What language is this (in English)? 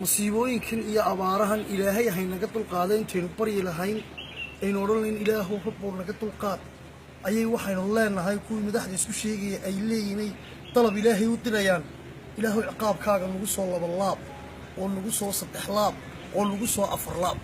Somali